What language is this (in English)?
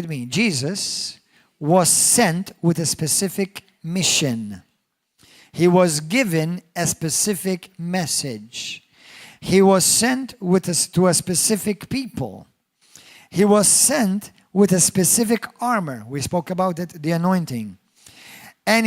English